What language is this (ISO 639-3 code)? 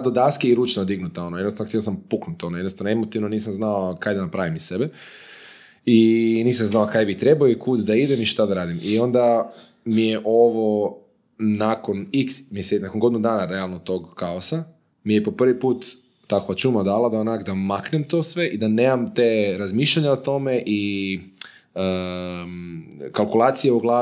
hrv